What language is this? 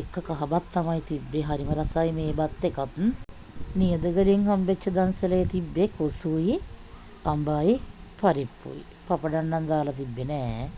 Sinhala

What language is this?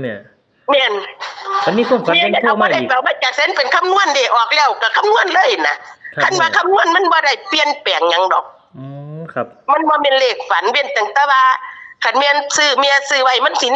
Northeastern Thai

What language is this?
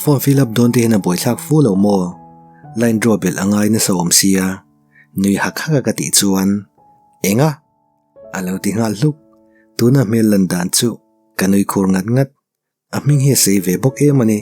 Mizo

